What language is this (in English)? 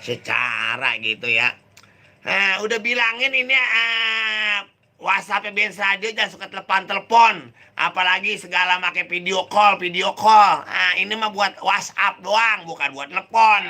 Betawi